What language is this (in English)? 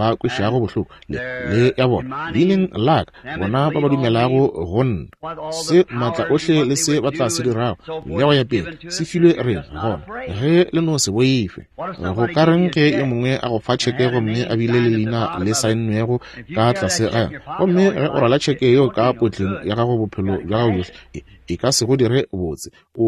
Northern Sotho